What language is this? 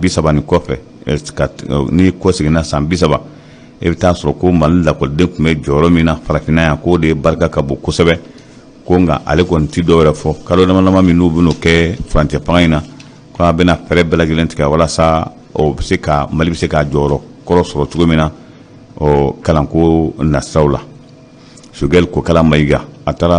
Bambara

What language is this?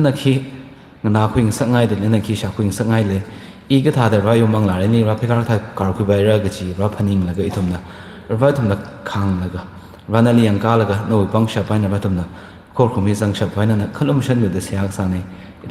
Tangkhul Naga (India)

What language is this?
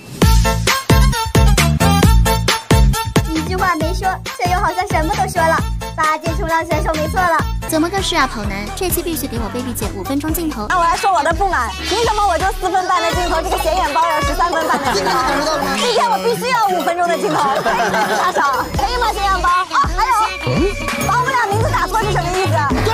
Chinese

